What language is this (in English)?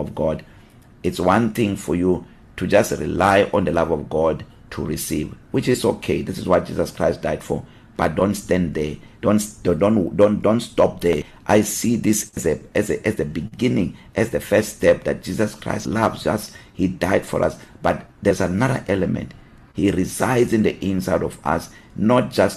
English